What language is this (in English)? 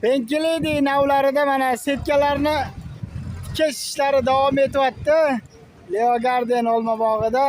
Uzbek